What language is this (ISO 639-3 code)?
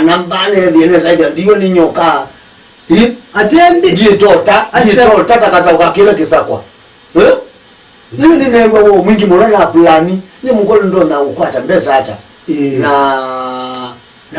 kam